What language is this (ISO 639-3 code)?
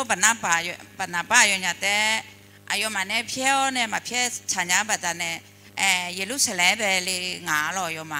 ahk